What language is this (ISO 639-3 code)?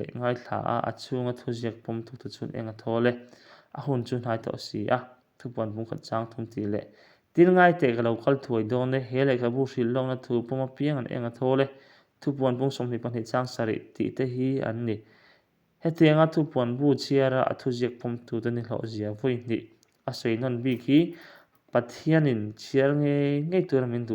lus